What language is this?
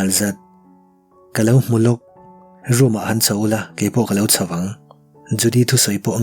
Mizo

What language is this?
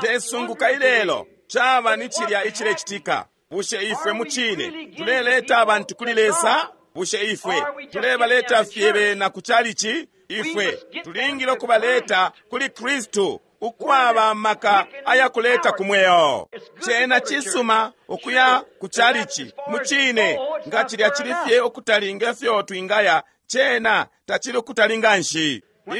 Bemba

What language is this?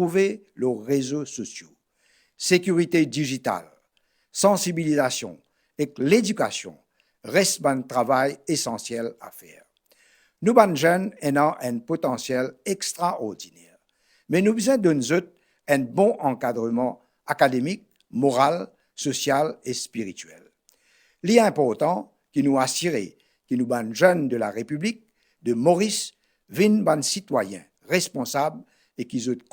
Morisyen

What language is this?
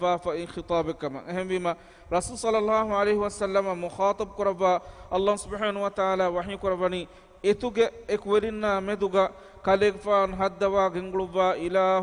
Divehi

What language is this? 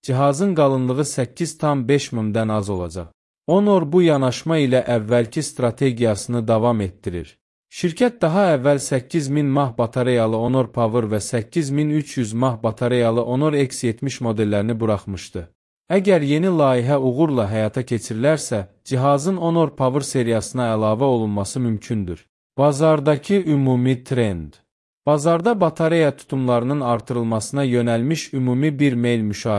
Azerbaijani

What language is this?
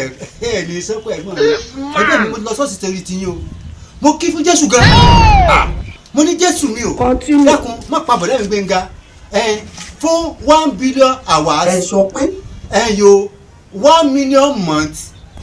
Yoruba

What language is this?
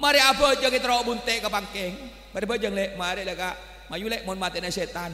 Madurese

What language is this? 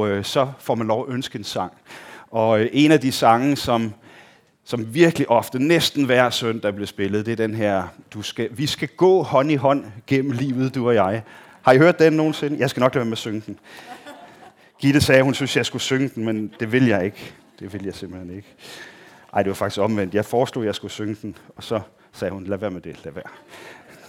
Danish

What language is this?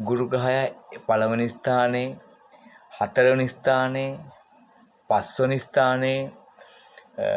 Sinhala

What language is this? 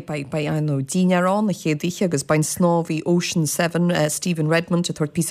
Irish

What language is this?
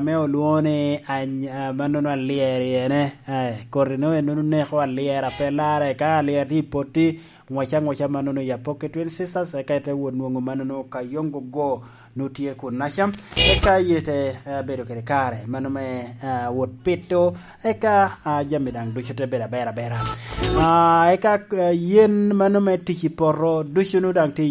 Lango (Uganda)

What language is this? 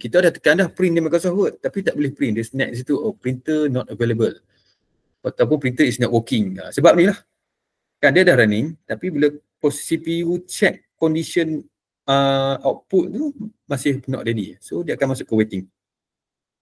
Malay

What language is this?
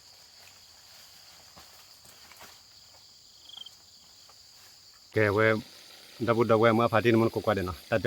S'gaw Karen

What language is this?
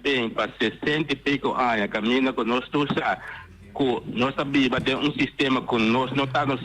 Papiamento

